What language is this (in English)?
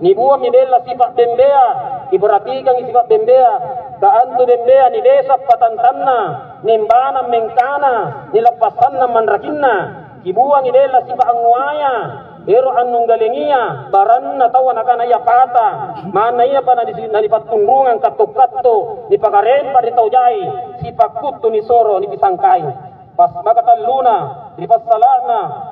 Makasar